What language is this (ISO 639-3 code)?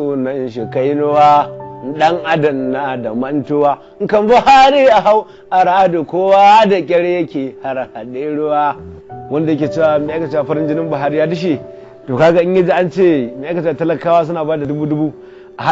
hau